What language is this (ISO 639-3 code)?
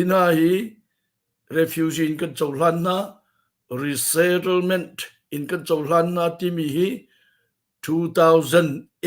cnh